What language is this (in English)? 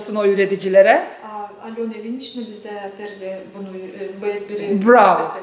Gagauz